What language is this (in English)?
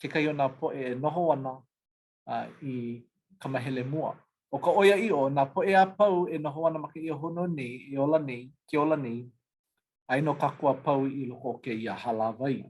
Hawaiian